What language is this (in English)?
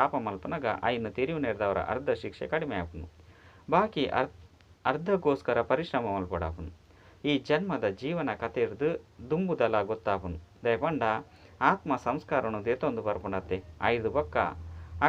Tulu